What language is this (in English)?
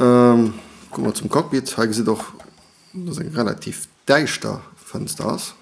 Luxembourgish